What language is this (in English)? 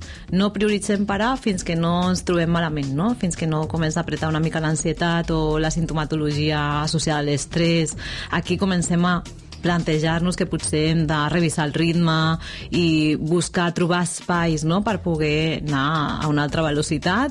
Catalan